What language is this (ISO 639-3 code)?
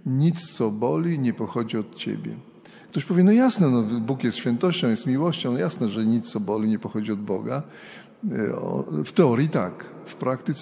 pol